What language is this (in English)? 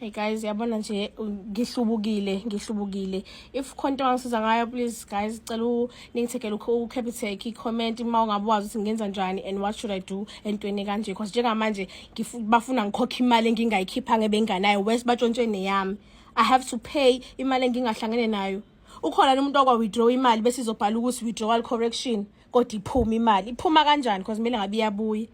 Zulu